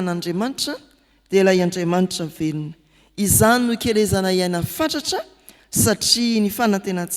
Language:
Malagasy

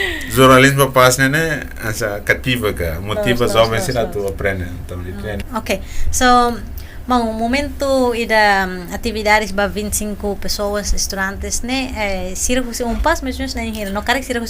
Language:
Tetum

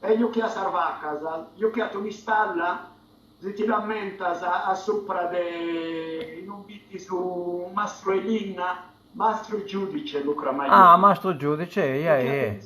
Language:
Sardinian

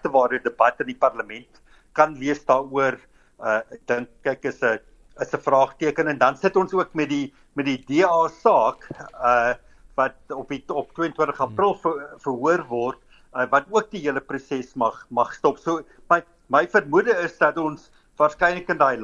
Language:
Afrikaans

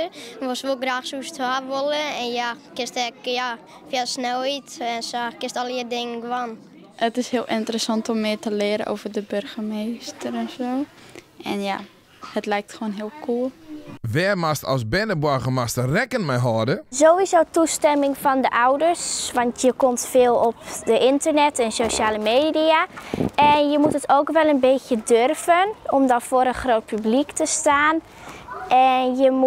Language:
Western Frisian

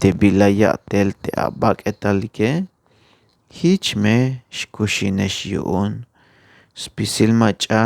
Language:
Tzeltal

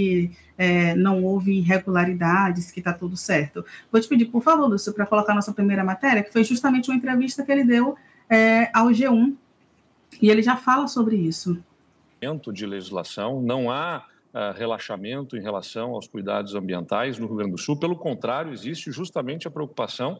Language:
Portuguese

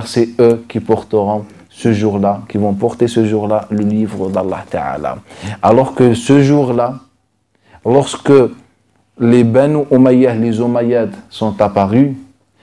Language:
French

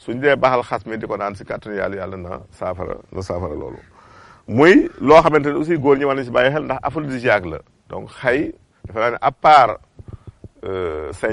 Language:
Wolof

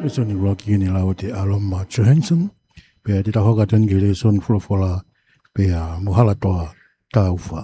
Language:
Tongan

